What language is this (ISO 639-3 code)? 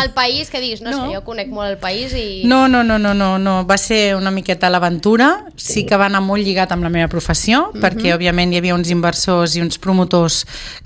cat